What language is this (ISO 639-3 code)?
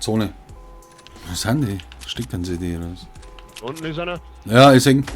bar